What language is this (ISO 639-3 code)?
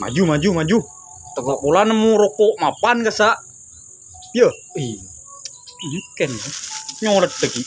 mad